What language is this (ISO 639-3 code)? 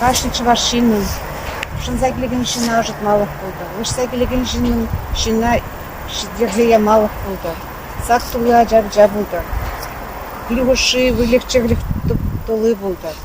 chv